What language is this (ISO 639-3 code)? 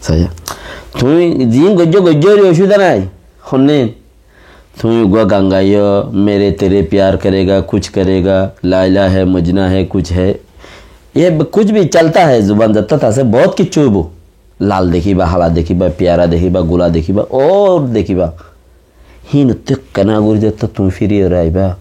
rhg